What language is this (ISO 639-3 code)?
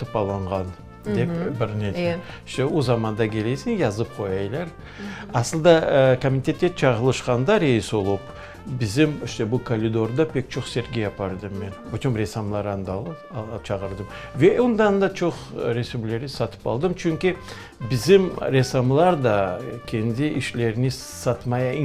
crh